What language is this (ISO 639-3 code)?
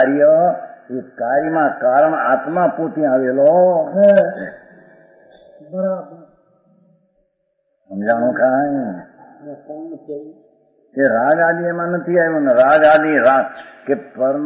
guj